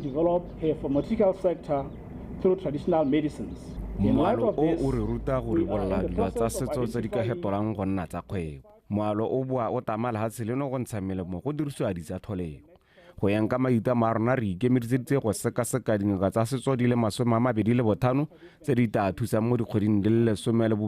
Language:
Tswana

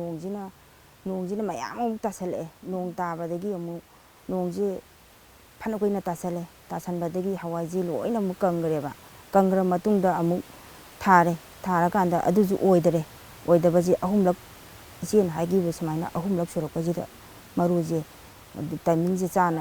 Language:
Manipuri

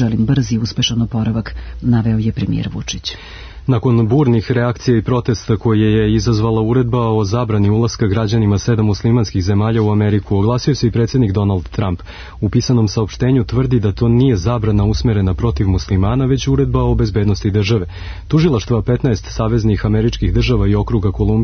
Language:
Serbian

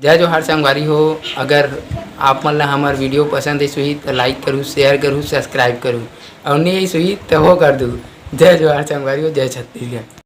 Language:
Chhattisgarhi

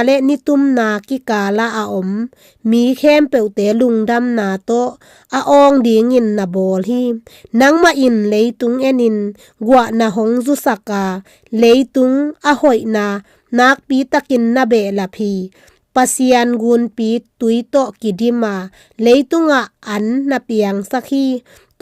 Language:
Tedim Chin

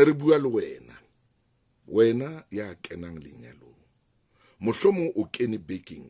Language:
Southern Sotho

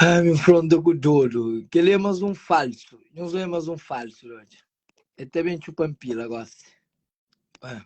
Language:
Kabuverdianu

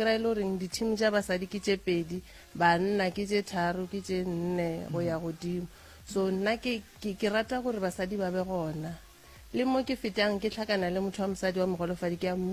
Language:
Northern Sotho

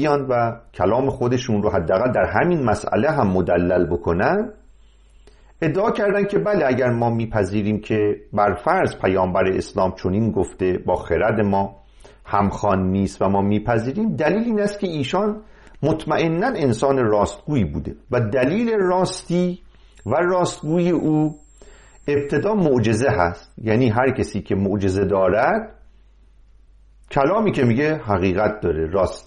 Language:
Persian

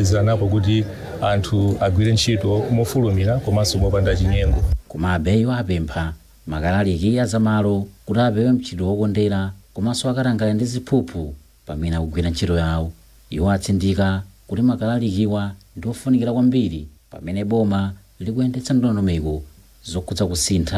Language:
Nyanja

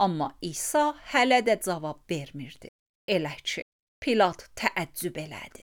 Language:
Azerbaijani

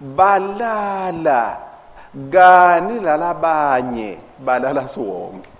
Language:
Swati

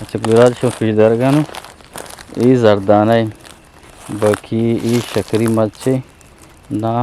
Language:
Eastern Balochi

